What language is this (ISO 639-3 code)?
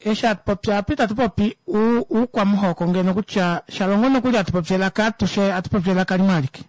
kua